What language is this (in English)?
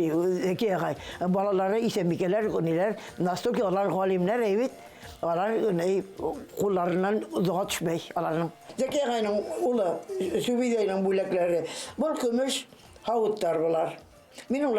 Bashkir